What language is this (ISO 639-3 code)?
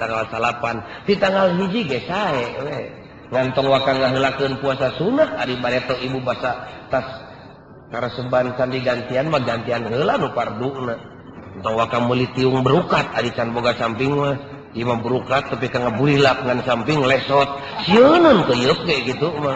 sun